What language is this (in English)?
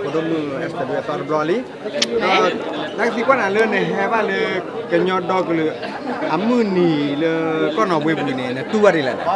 S'gaw Karen